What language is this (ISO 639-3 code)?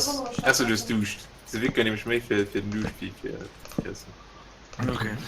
ltz